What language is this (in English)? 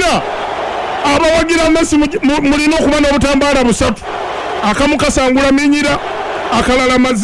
Ganda